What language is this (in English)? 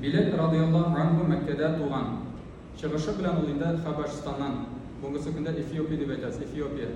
Tatar